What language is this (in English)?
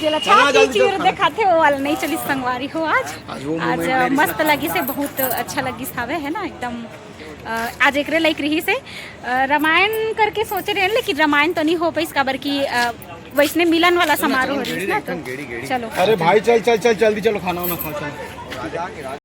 Chhattisgarhi